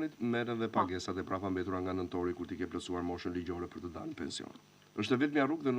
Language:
Albanian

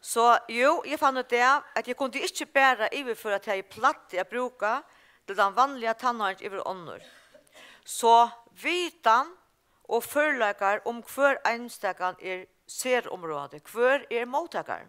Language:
Faroese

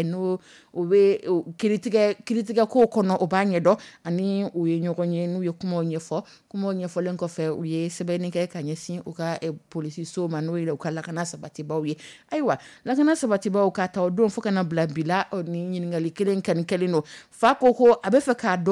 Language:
Dyula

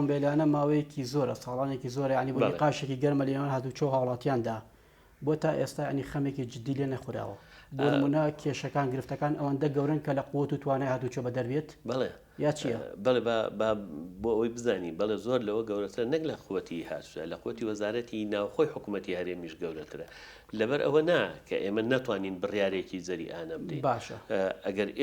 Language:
Central Kurdish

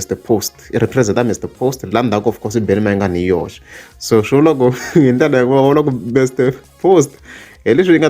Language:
Tsonga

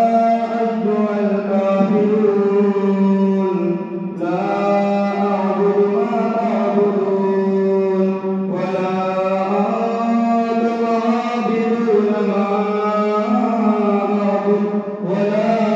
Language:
Arabic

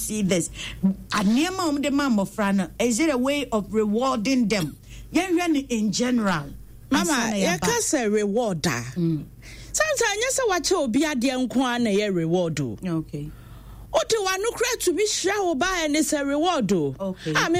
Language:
Akan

